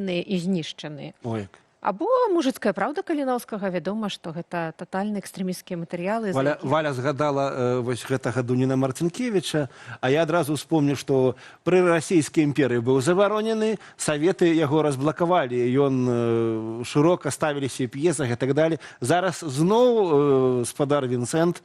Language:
Belarusian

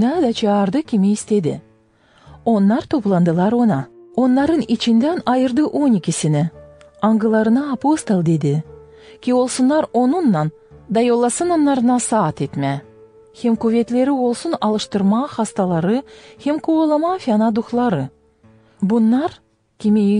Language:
Gagauz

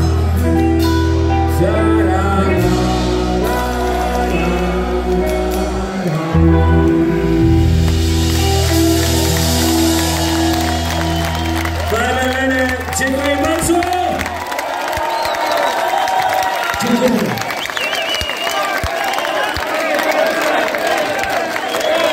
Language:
Polish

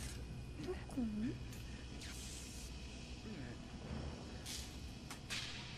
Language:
Japanese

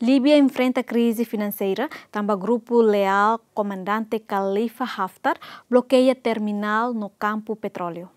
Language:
Tetum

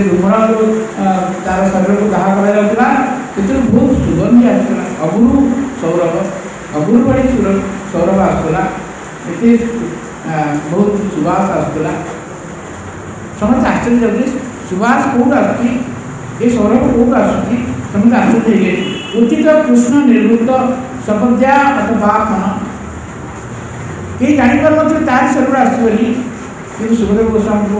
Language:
Odia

